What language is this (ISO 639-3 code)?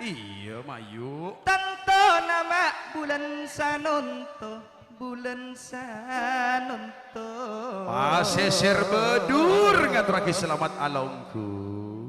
mad